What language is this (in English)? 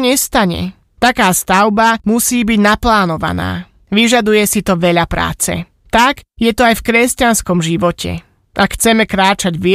Slovak